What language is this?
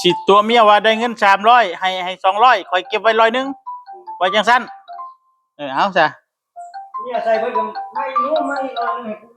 Northeastern Thai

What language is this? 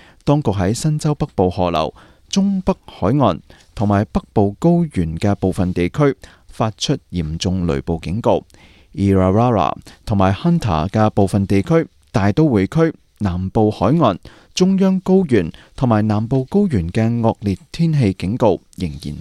Cantonese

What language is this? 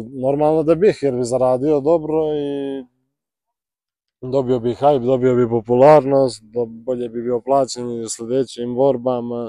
Croatian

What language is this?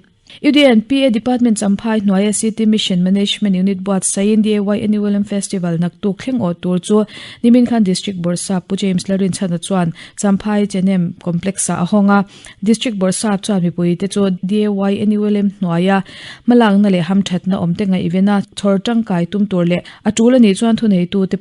Mizo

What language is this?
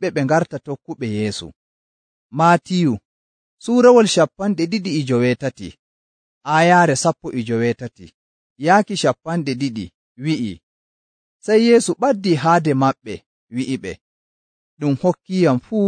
Nigerian Fulfulde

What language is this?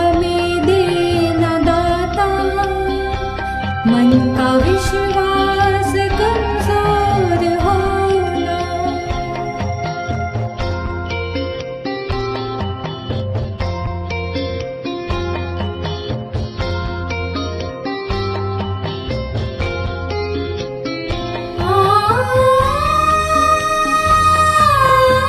Hindi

